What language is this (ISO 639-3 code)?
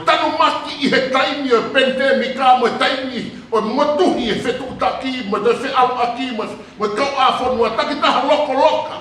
ton